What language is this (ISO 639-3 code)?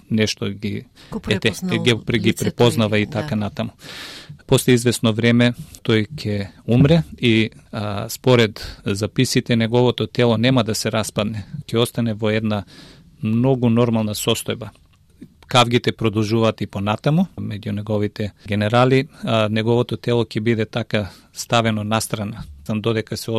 mkd